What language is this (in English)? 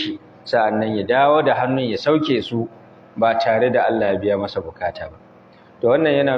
Hausa